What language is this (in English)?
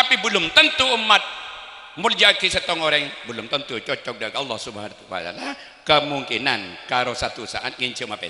Madurese